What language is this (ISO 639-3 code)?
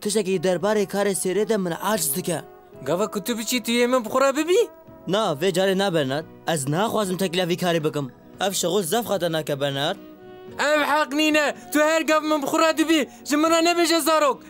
kur